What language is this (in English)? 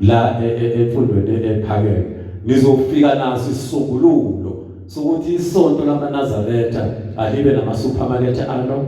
Zulu